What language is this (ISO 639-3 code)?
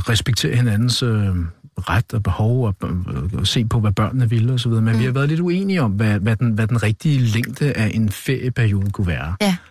dan